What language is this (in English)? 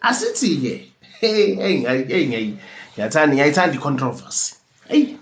Zulu